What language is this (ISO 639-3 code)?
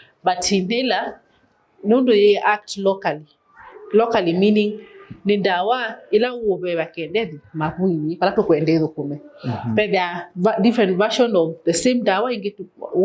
kam